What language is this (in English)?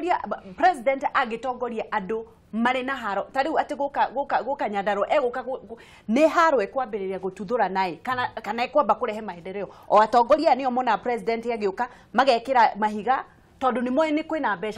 Kikuyu